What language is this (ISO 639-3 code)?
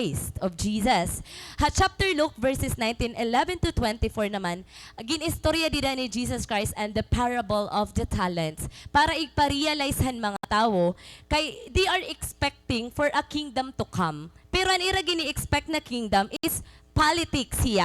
war